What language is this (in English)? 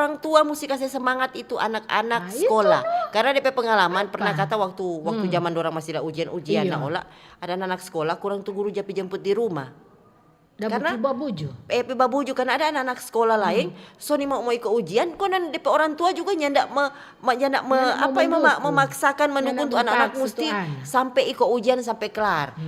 Manado Malay